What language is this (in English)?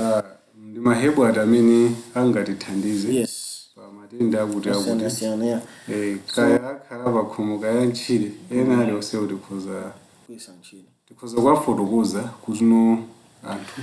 Nyanja